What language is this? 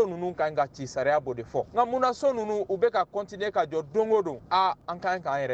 Bambara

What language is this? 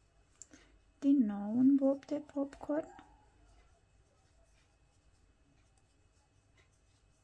Romanian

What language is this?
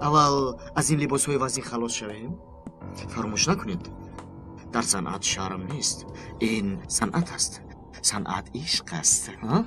Tajik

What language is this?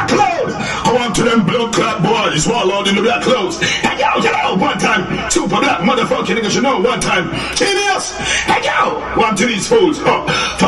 Jamaican Creole English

